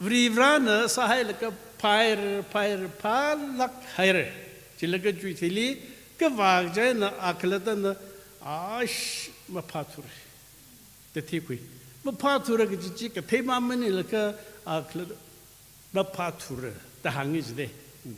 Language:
Tangkhul Naga (India)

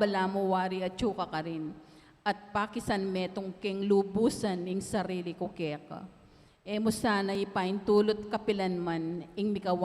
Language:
Pampanga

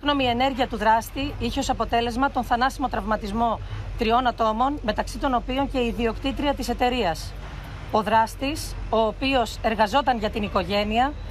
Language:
Greek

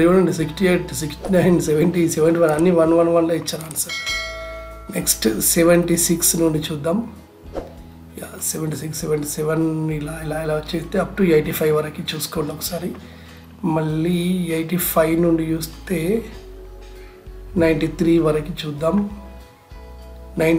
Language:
Telugu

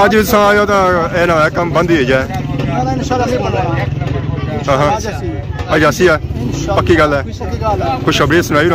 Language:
Pahari-Potwari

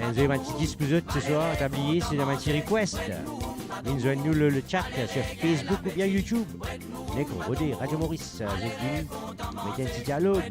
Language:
Morisyen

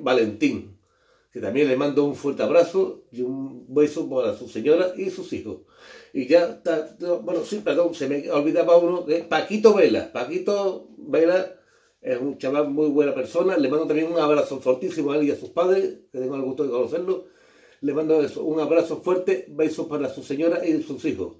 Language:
Spanish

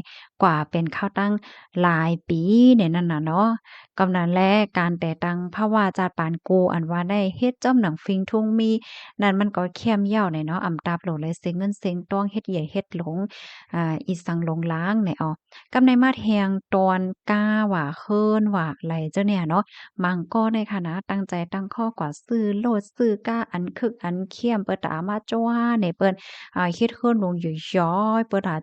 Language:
Shan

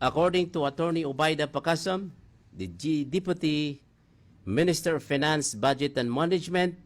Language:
Maranao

